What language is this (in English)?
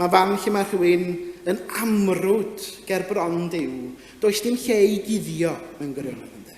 Welsh